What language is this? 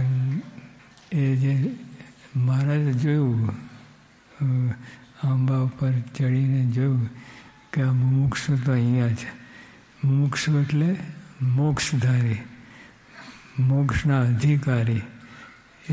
Gujarati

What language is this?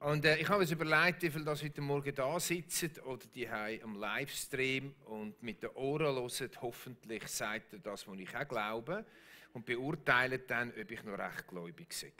Swiss German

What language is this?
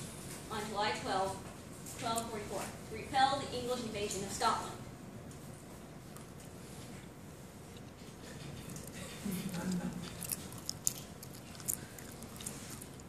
English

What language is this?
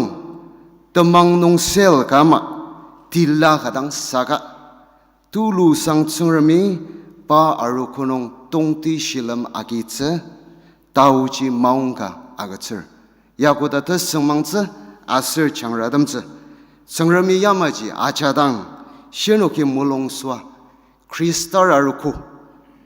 Ao Naga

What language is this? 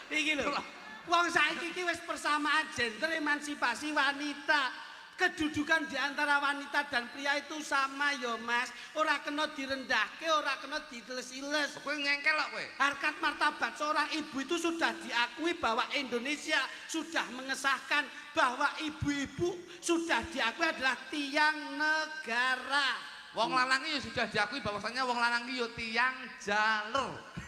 Javanese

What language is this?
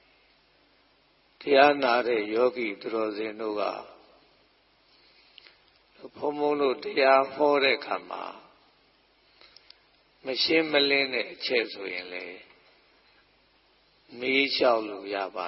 Burmese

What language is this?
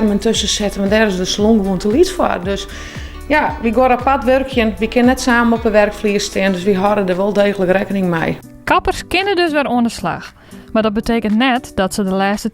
Western Frisian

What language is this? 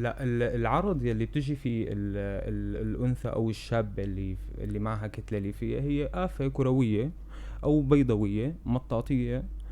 North Levantine Arabic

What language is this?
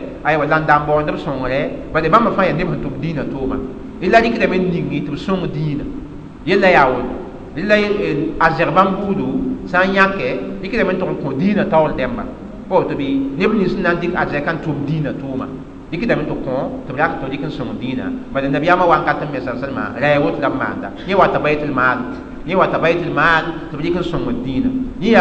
Mossi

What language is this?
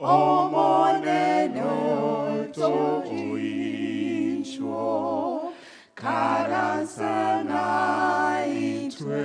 Gusii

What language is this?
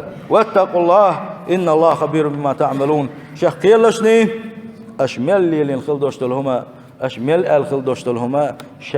Chechen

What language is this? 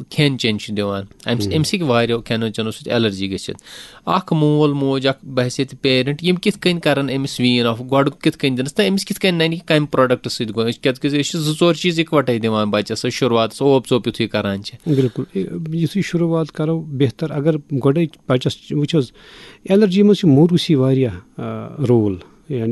Kashmiri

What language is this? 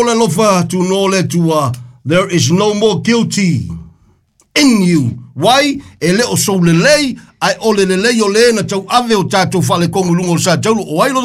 Samoan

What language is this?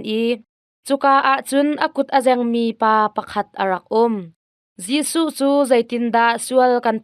Hakha Chin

